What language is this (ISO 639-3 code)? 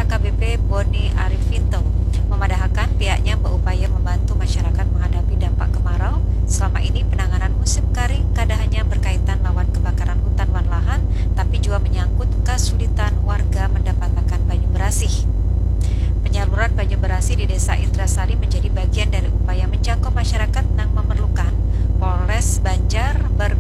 bjn